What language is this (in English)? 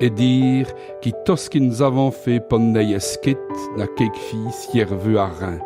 Walloon